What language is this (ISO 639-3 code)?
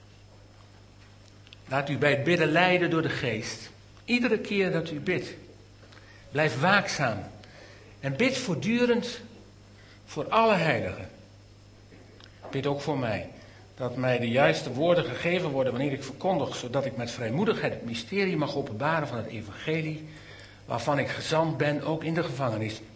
nld